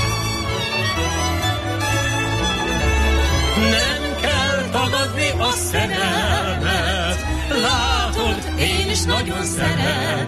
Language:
Hungarian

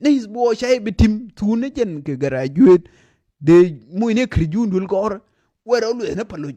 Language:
Nuer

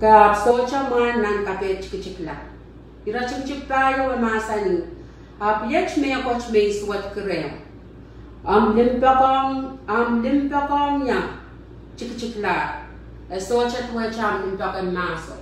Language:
Pohnpeian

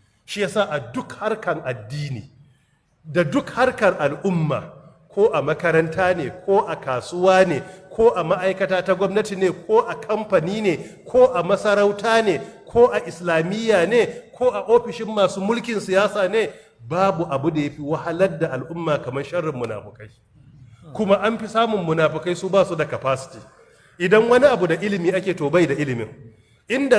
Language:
Hausa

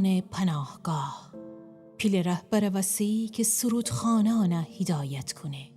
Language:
Gilaki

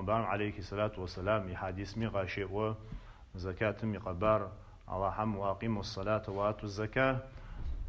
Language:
Adyghe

